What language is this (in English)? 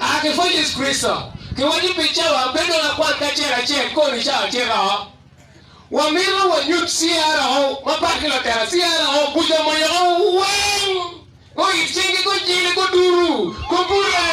Acoli